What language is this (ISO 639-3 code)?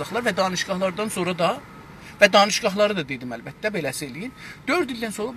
azb